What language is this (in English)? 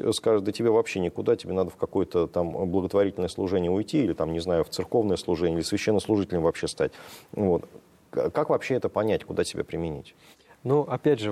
Russian